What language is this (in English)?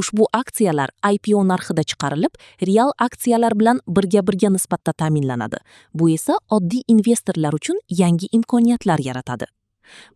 Uzbek